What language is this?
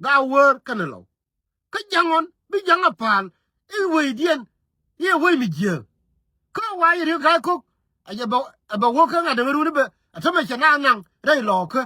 Nuer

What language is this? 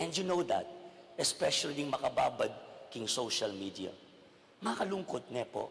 Pampanga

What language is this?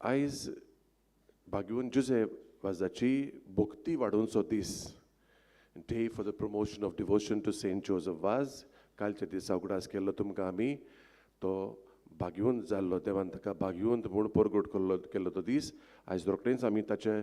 Konkani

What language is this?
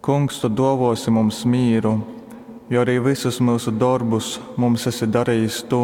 Latgalian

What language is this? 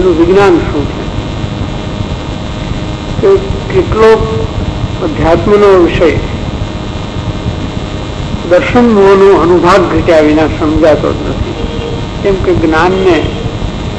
Gujarati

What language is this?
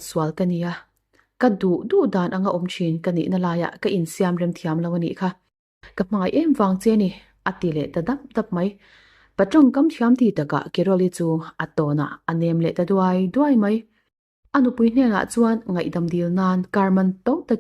Mizo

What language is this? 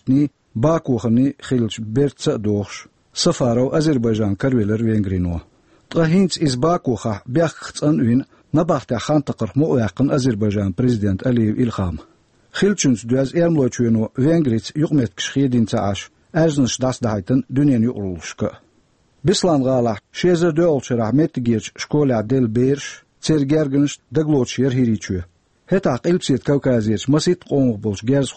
Chechen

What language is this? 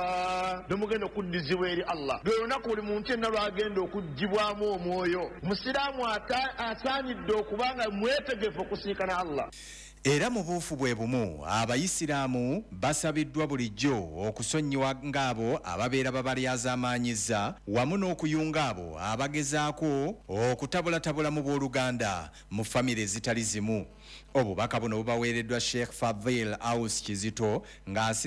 Ganda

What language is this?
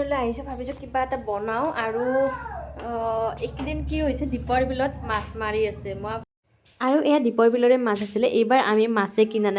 Assamese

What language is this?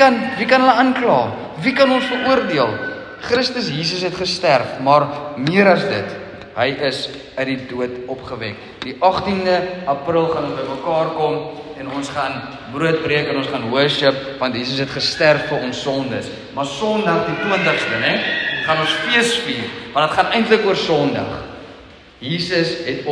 Afrikaans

